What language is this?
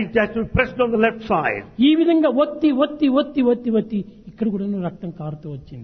Telugu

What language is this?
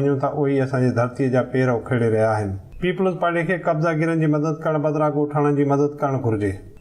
Sindhi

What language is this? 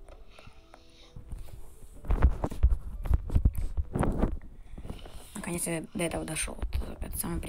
Russian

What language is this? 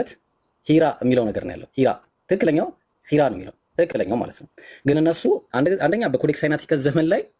Amharic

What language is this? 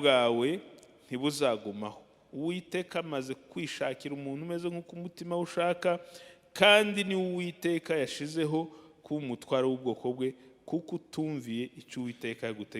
Kinyarwanda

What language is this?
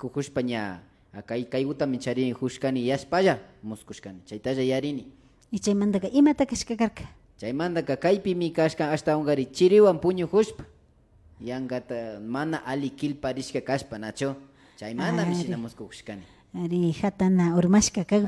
Imbabura Highland Quichua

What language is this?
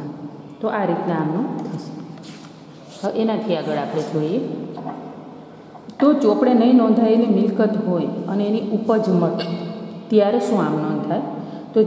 Gujarati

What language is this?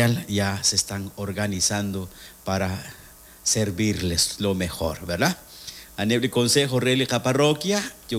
Kekchí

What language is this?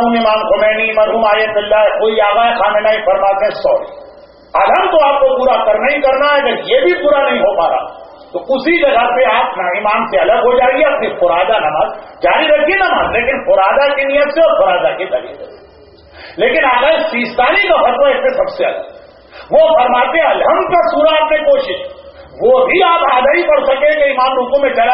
Urdu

